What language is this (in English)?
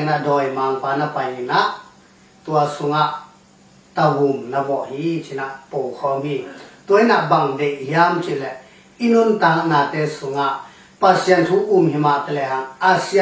Tedim Chin